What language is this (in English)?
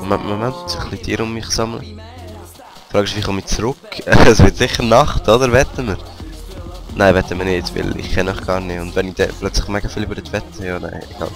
Swiss German